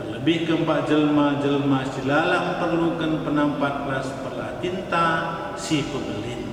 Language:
Batak Karo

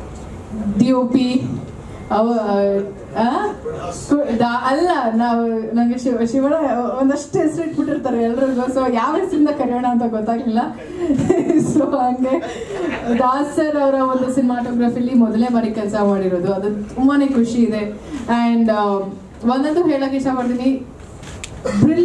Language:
Kannada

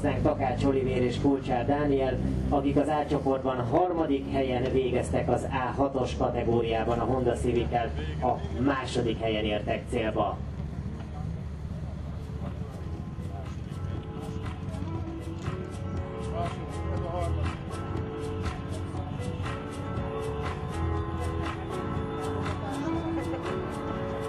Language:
Hungarian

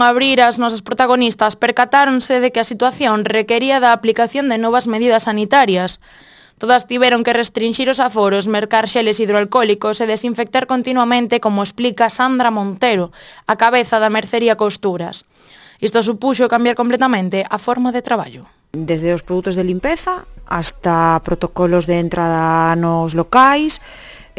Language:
Galician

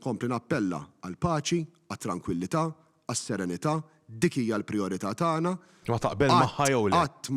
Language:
Maltese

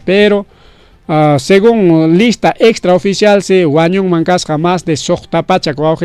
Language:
Ayacucho Quechua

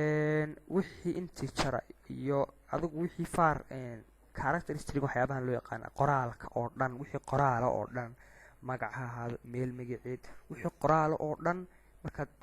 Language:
Somali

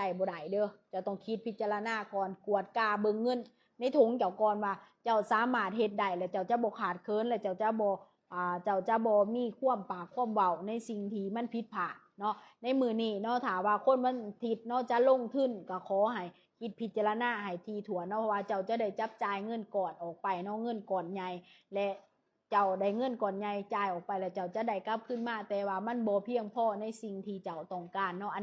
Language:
Lao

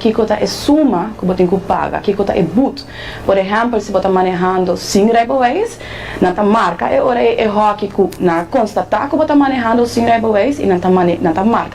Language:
Papiamento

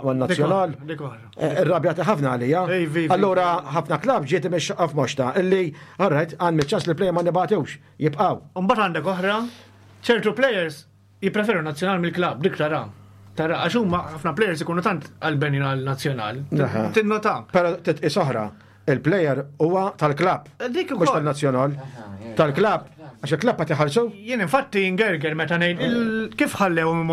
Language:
Maltese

